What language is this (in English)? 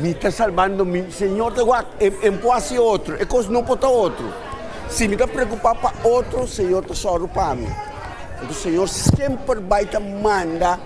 Papiamento